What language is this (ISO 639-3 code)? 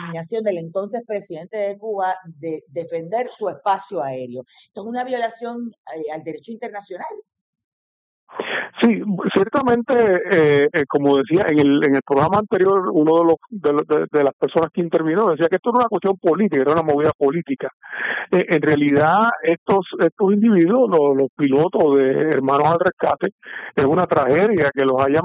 spa